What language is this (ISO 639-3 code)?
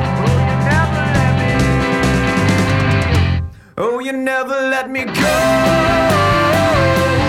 fil